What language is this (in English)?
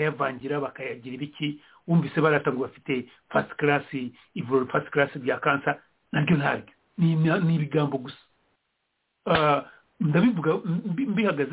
Kinyarwanda